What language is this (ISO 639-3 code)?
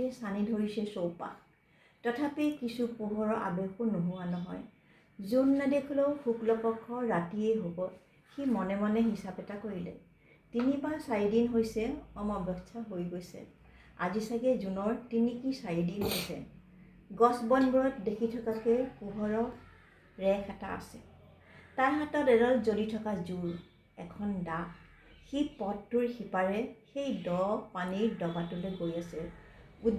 asm